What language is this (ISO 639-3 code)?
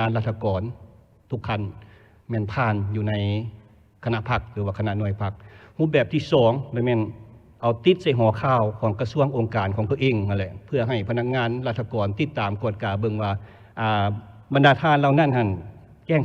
lao